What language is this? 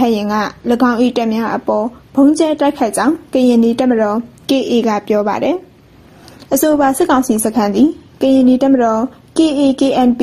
Burmese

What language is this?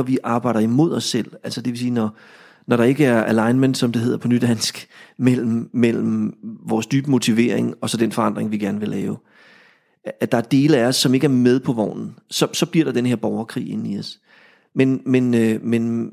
Danish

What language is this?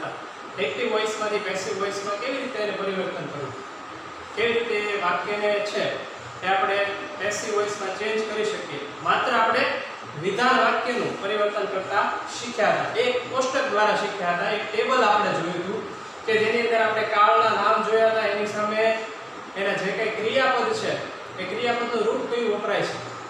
Gujarati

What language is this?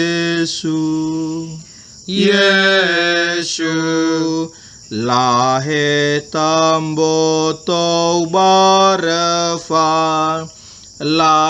Nias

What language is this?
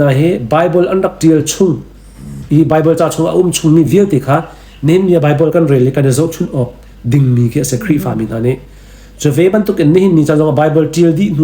Hakha Chin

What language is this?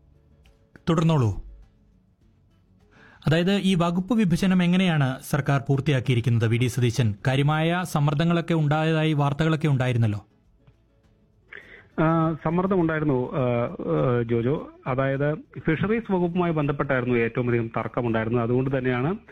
Malayalam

